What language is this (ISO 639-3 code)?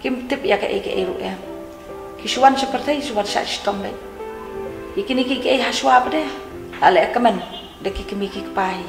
kha